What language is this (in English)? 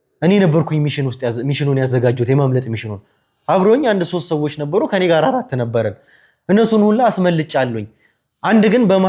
Amharic